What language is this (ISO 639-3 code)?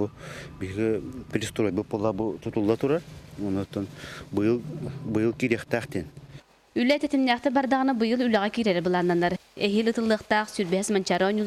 sah